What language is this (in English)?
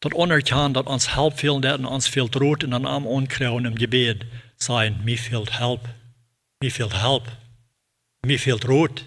Plautdietsch